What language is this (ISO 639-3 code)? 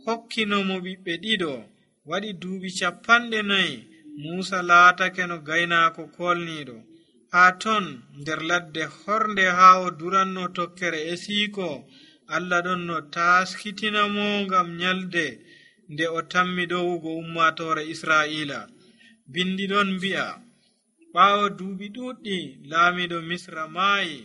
fuv